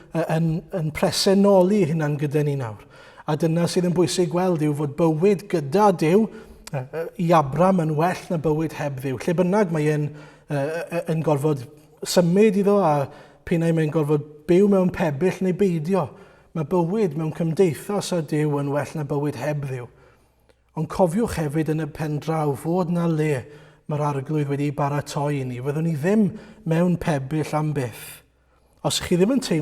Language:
Welsh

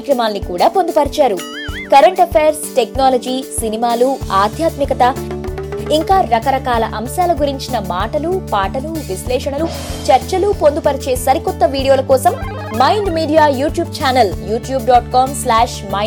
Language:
Telugu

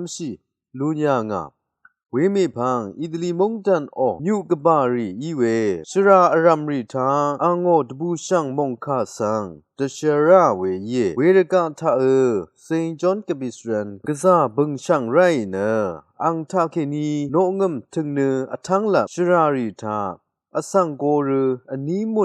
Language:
Rawang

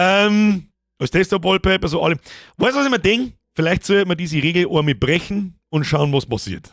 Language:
Bavarian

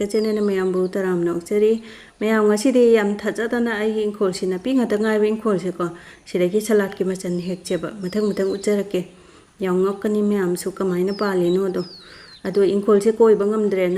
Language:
Manipuri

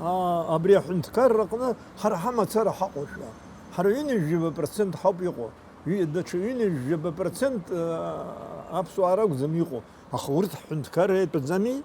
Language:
Abkhazian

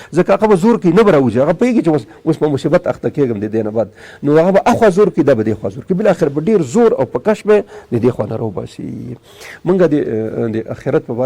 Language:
Pashto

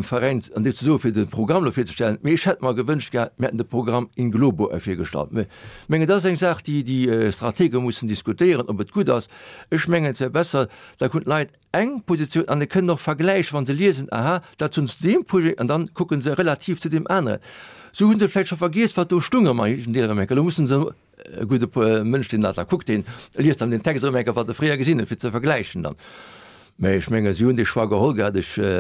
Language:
Luxembourgish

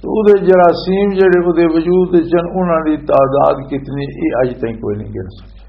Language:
Western Panjabi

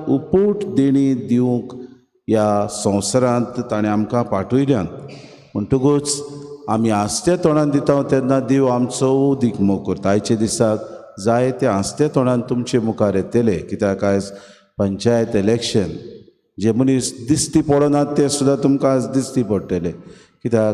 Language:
Konkani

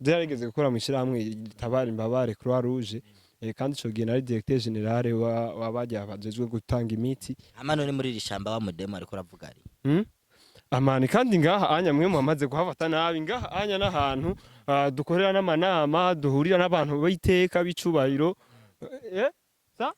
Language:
Rundi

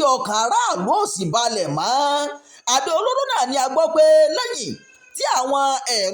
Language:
Yoruba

